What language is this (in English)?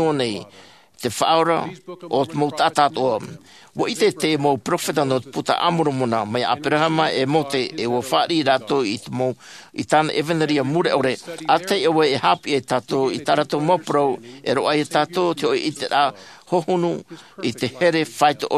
Tahitian